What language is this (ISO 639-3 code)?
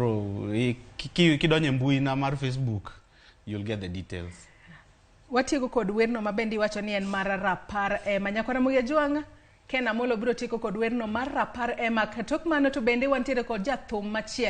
luo